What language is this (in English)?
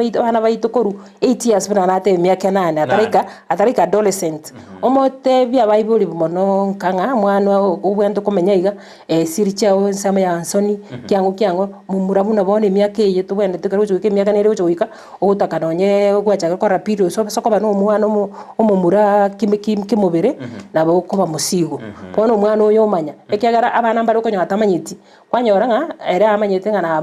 Gusii